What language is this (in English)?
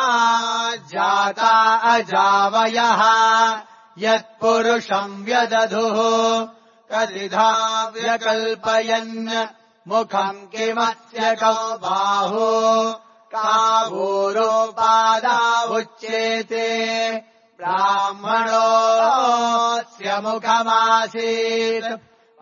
Sanskrit